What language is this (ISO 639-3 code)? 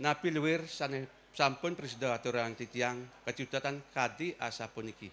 ban